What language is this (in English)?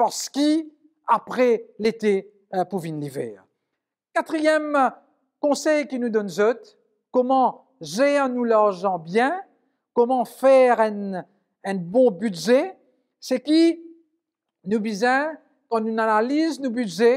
Morisyen